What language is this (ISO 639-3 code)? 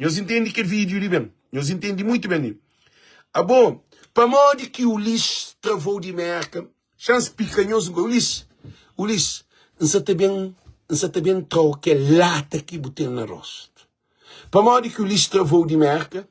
kea